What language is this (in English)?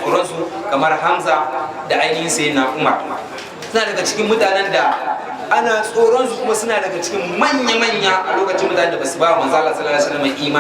Hausa